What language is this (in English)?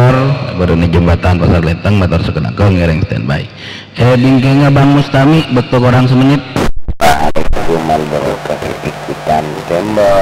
Madurese